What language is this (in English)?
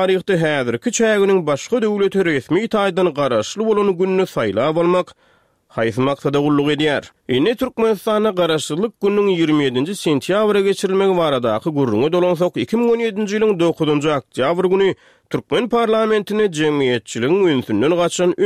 Turkmen